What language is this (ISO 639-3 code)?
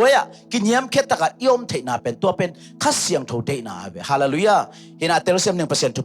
ctd